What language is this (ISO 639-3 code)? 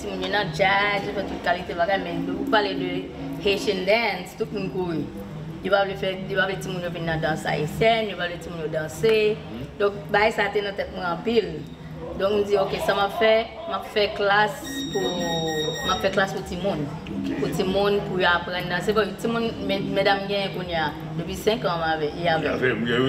hat